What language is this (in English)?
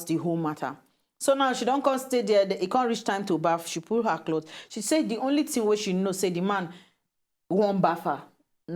Nigerian Pidgin